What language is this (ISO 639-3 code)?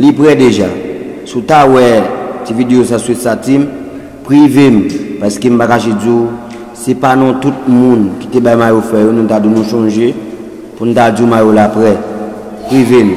hat